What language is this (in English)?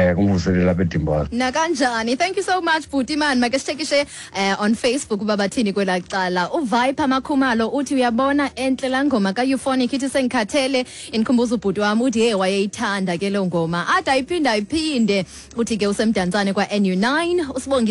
Xhosa